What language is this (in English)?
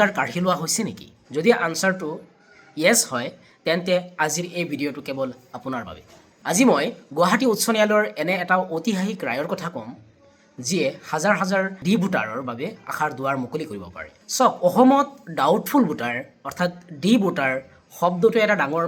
Assamese